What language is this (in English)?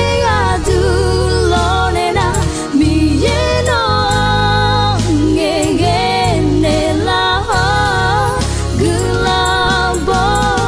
Akha